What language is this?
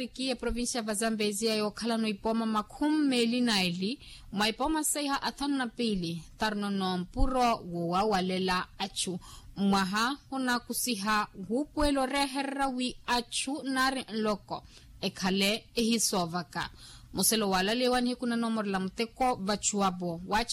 Makhuwa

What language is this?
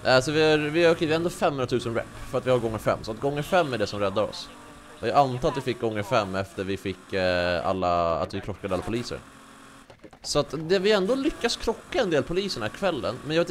Swedish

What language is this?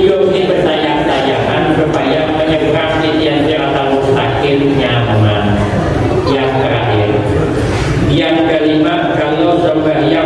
Banjar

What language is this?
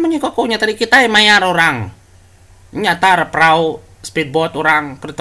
Iban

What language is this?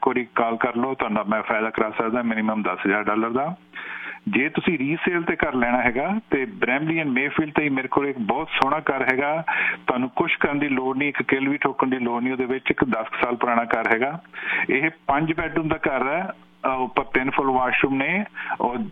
Punjabi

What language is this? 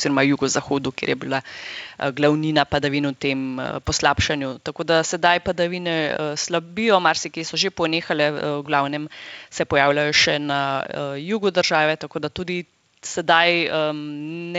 Slovenian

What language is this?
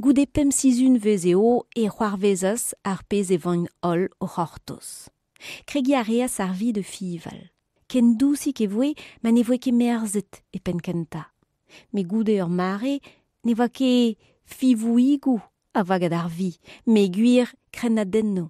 Breton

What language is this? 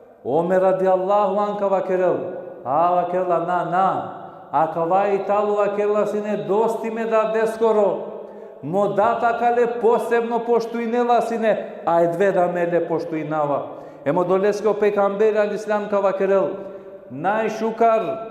Balkan Romani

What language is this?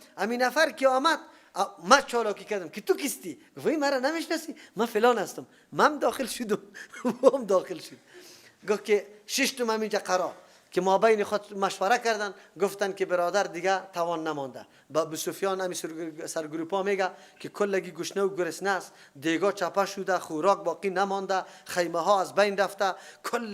Persian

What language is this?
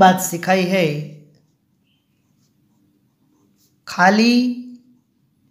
Gujarati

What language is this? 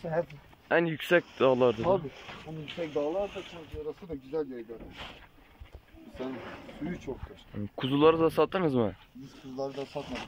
Turkish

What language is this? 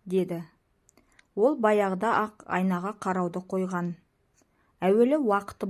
Kazakh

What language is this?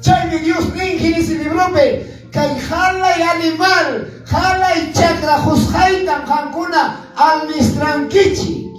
Quechua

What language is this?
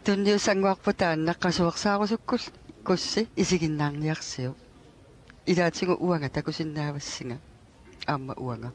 Kalaallisut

